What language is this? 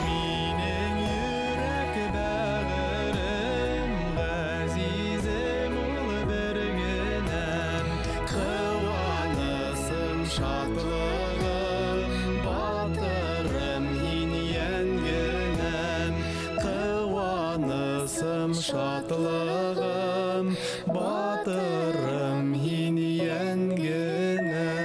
Bashkir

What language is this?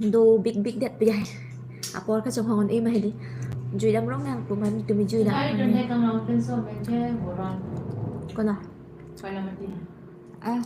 Karbi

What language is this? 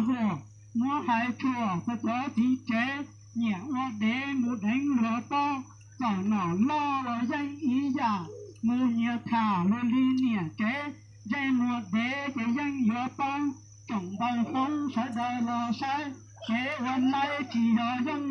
Hmong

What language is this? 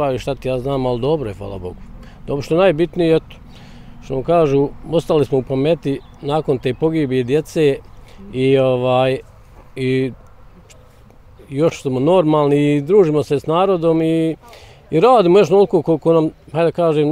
Bosnian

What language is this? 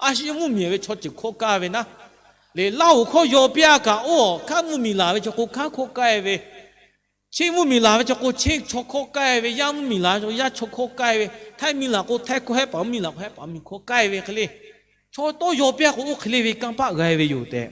Lahu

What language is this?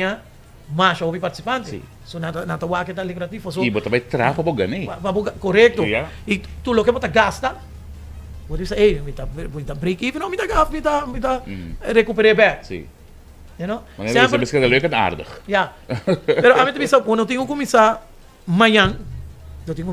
Papiamento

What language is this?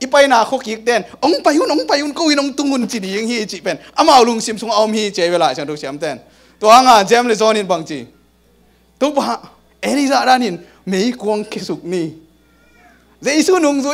Tedim Chin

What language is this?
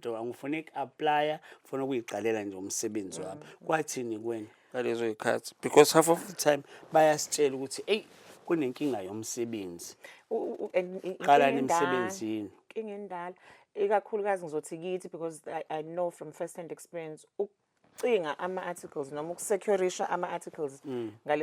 Zulu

